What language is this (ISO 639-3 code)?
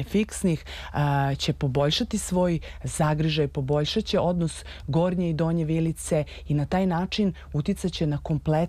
srp